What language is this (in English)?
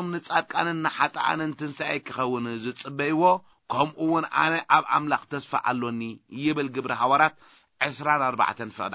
Tigrinya